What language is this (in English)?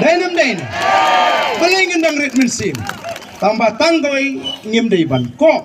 Khasi